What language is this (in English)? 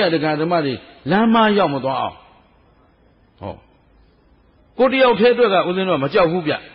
Burmese